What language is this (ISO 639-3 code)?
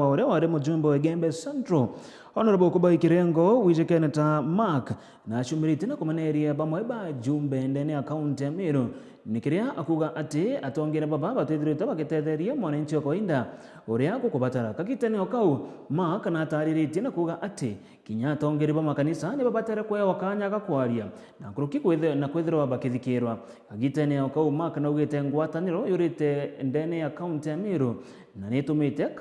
mer